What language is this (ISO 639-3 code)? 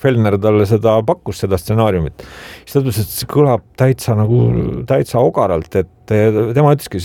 est